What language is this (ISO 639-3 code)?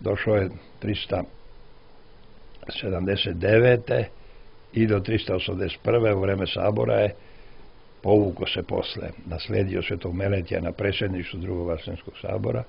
srp